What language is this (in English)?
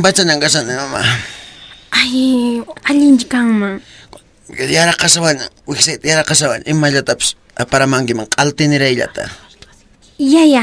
Quechua